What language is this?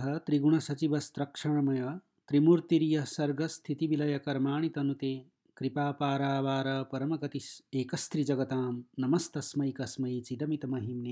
Sanskrit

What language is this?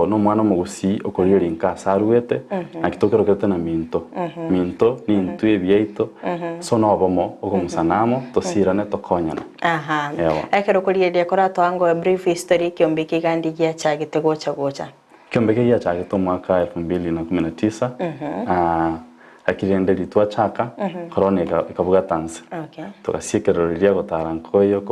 Gusii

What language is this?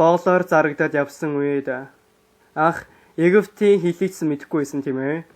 Mongolian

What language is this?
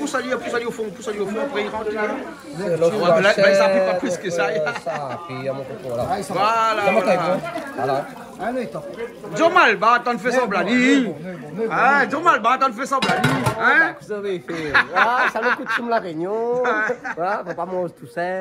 Réunion Creole French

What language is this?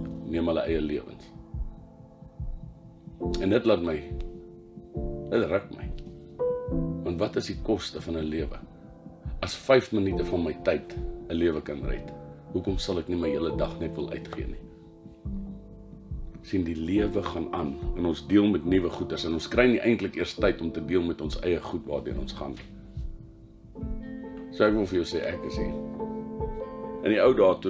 Afrikaans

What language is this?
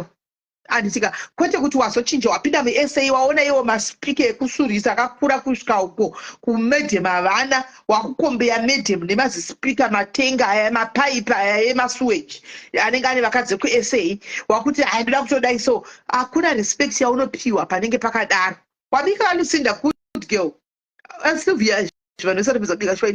Shona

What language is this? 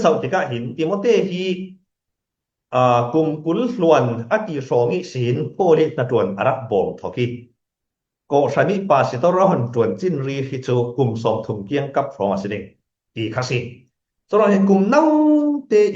Falam Chin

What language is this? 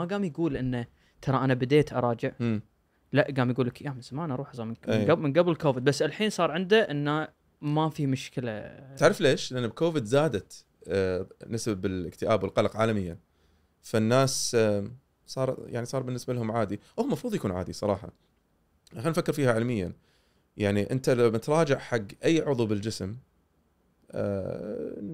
Gulf Arabic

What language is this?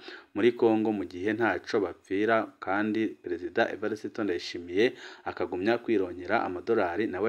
Rundi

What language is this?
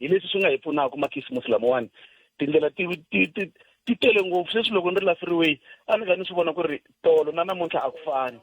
Tsonga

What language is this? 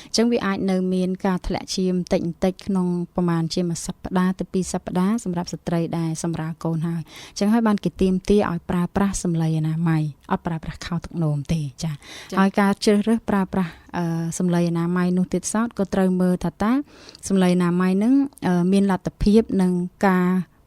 Khmer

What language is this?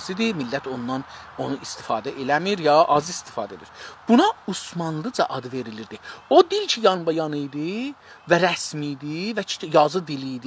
South Azerbaijani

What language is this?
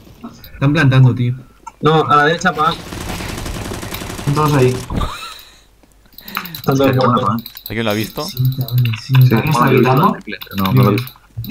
Spanish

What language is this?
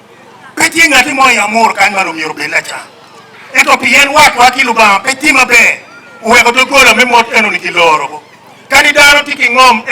Acoli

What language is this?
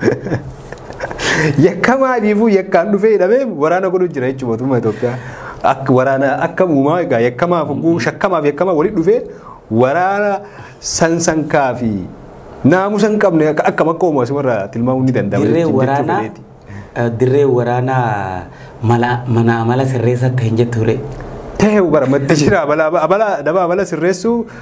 Oromo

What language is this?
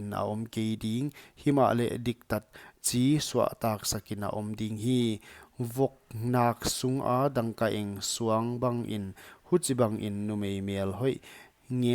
Paite Chin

